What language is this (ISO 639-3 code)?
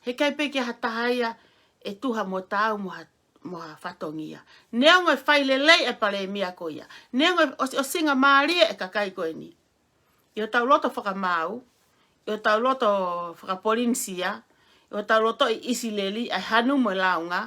ton